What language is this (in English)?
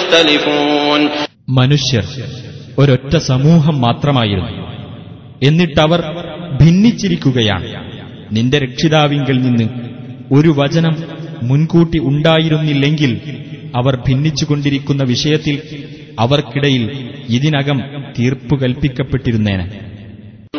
Malayalam